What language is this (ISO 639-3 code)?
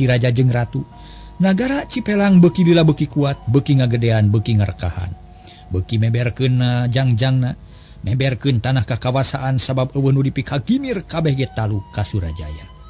sun